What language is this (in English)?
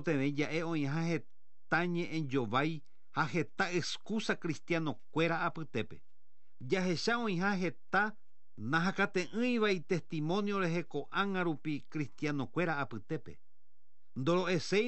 Guarani